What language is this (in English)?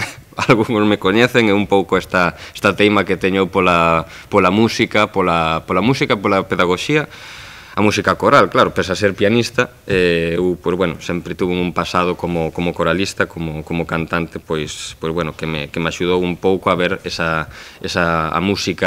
Galician